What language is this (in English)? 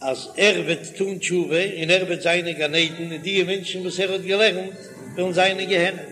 Yiddish